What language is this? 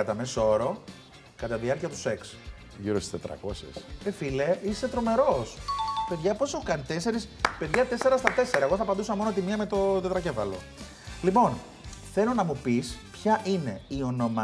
Greek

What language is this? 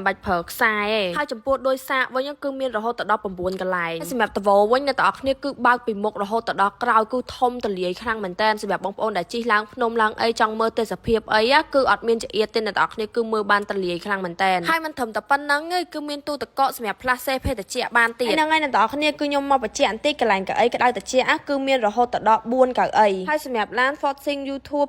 Khmer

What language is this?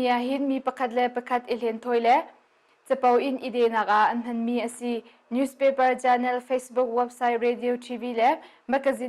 Hakha Chin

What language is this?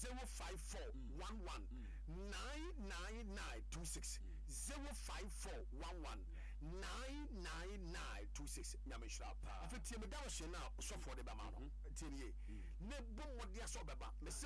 Akan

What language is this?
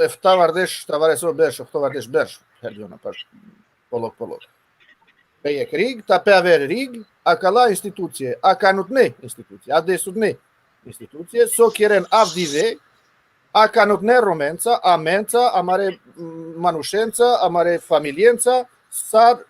Balkan Romani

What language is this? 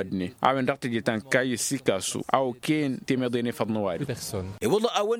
Tamasheq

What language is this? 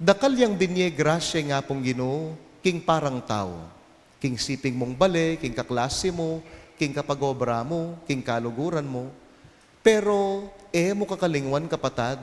Pampanga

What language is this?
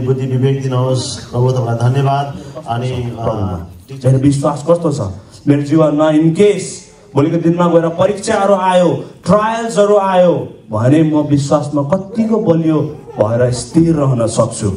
Nepali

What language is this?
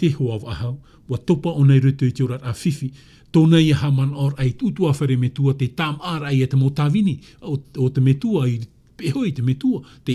Tahitian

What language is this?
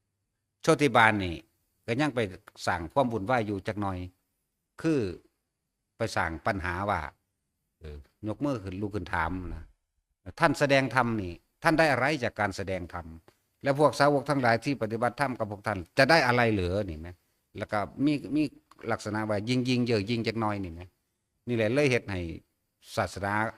Northeastern Thai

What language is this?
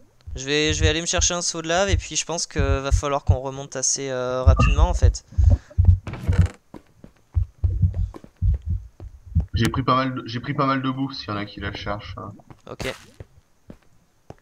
French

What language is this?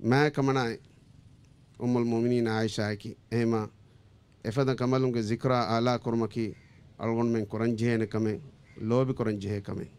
Divehi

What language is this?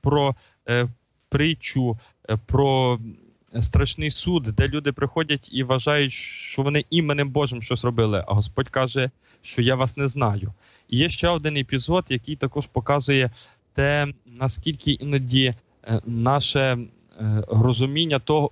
Ukrainian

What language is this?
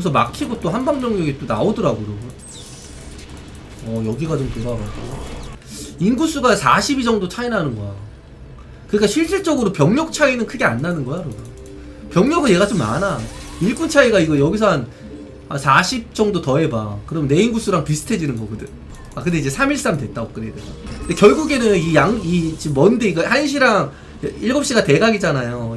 Korean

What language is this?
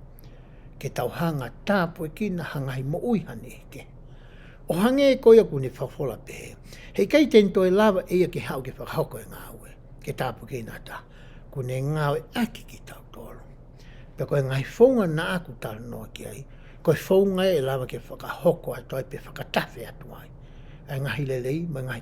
Tongan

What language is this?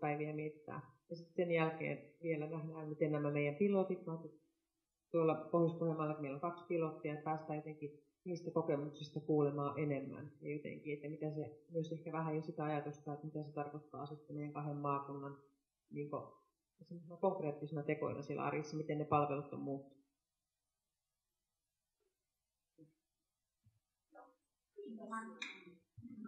Finnish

